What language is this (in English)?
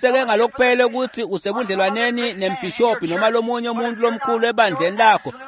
Swati